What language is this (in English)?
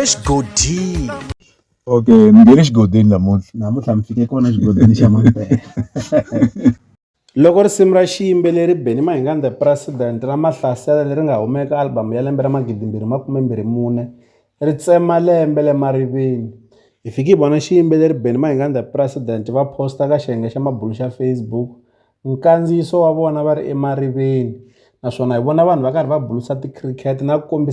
Tsonga